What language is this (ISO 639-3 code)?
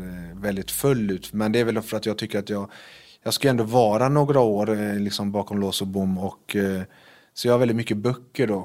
swe